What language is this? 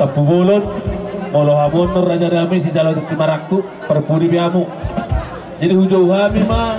Batak Toba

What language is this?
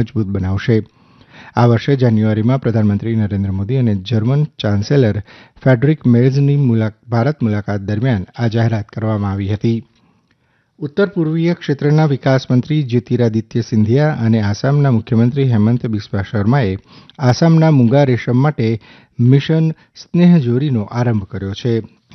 Gujarati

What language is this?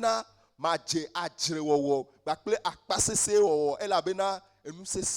Ewe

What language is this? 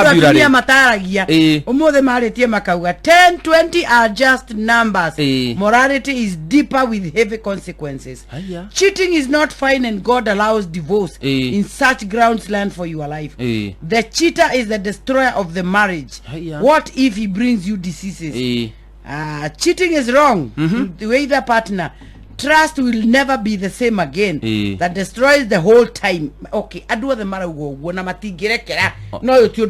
Kikuyu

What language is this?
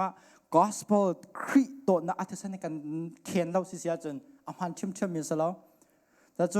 Hakha Chin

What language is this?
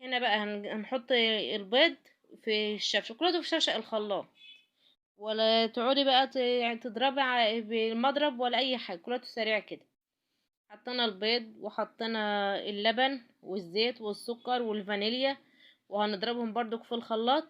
Egyptian Arabic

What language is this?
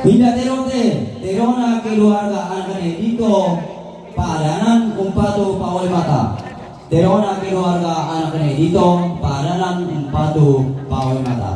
Toraja-Sa'dan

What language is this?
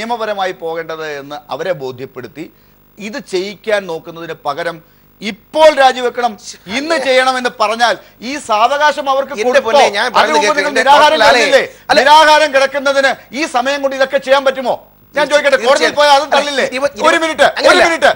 Malayalam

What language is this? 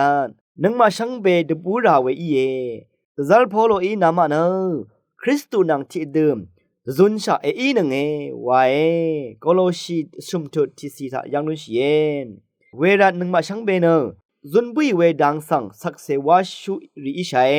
Rawang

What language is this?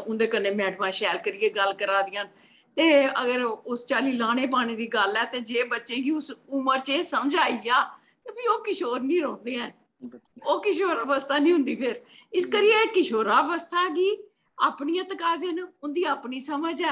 Dogri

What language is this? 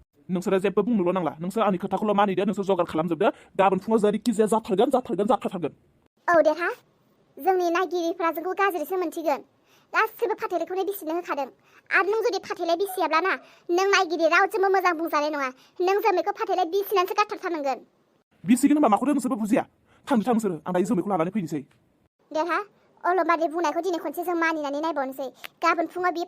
Bodo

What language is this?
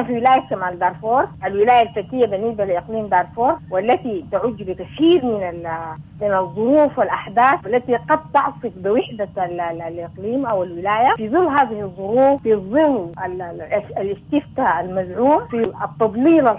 Sudanese Arabic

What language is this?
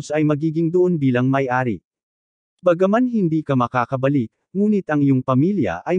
Filipino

